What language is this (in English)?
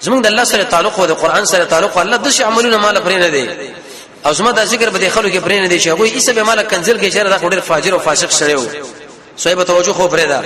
Pashto